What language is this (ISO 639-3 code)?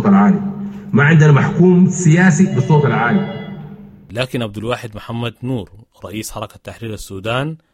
apd